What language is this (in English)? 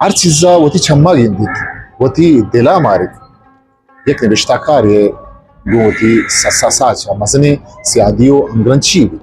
Eastern Balochi